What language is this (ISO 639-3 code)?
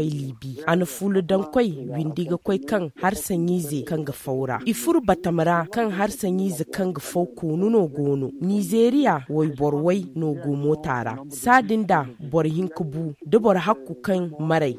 dje